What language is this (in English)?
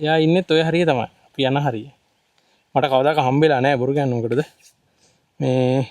Sinhala